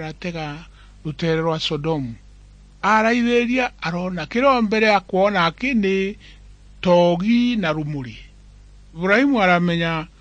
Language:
Meru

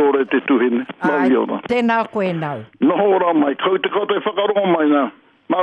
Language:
Māori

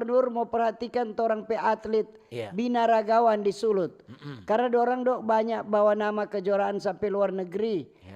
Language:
Manado Malay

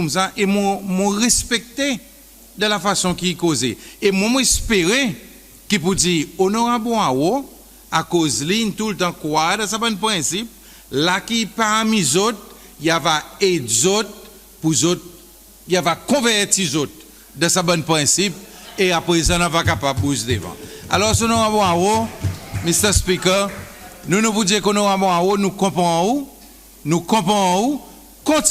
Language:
Seselwa Creole French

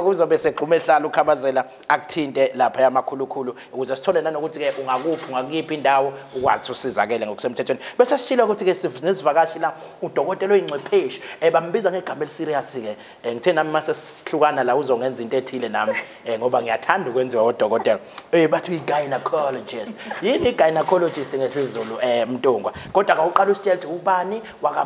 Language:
Zulu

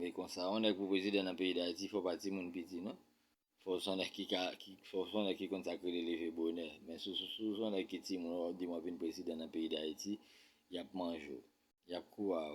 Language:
Haitian Creole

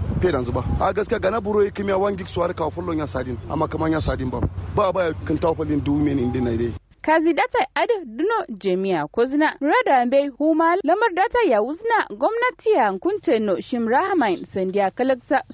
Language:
Kanuri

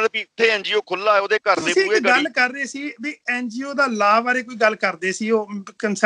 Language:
Punjabi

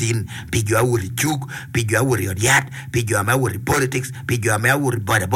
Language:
Acoli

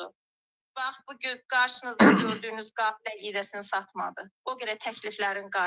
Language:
Azerbaijani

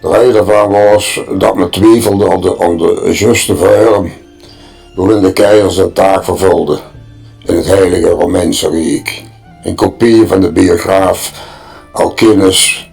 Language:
Limburgish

